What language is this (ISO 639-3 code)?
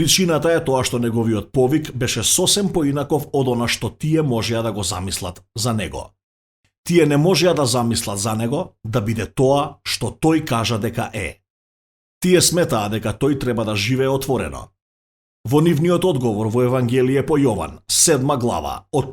mkd